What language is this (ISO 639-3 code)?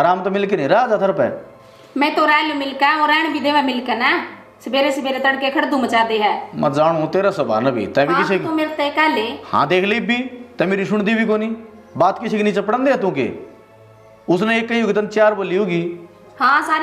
bgc